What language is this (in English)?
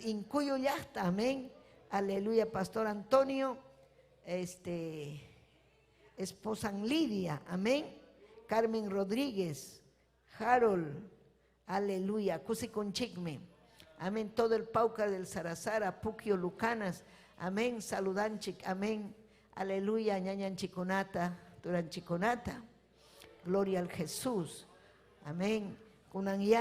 Ayacucho Quechua